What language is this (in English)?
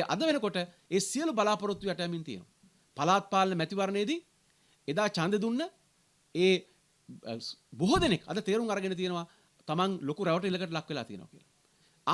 Sinhala